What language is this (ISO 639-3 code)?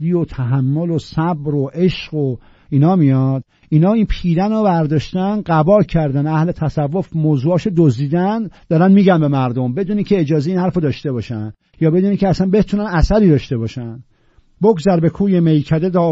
fas